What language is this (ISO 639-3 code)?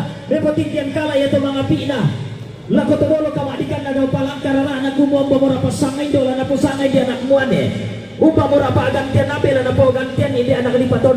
sda